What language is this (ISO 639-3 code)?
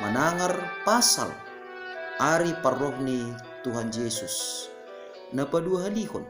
bts